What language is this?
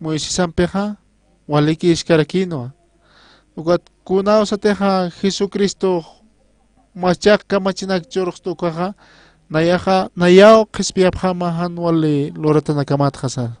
Aymara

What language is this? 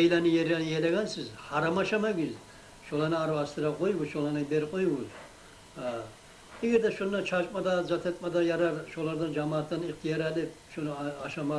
Kumyk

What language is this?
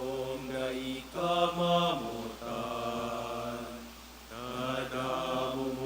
Bikol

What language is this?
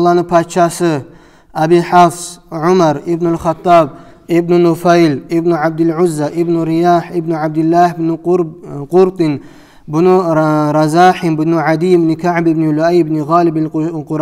Kumyk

